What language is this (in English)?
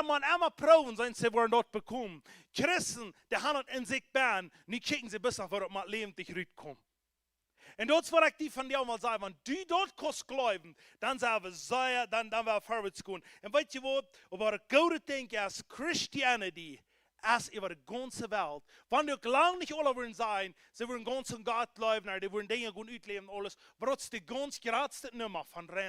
Plautdietsch